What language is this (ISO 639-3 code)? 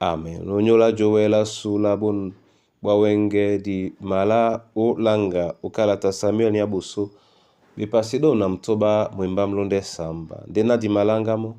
dua